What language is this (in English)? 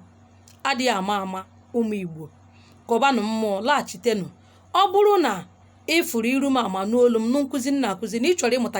Igbo